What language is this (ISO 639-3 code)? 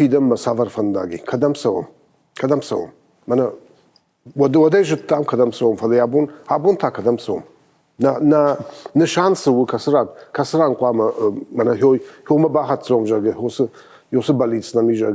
oss